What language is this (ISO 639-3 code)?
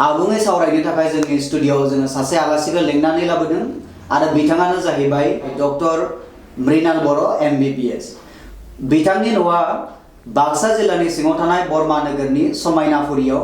brx